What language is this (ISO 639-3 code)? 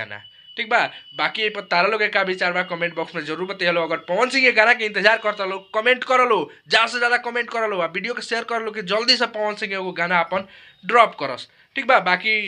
bho